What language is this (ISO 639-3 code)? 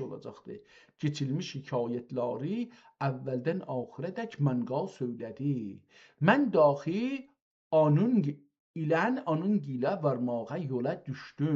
azb